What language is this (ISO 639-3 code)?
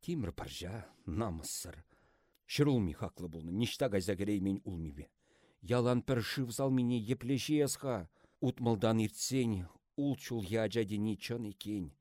chv